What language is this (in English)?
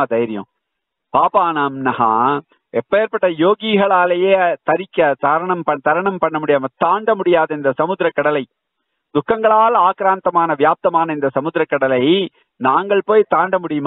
Tamil